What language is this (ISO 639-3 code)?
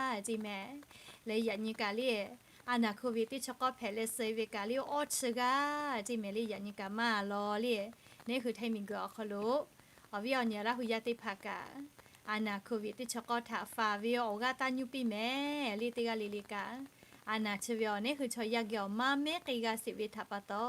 lhu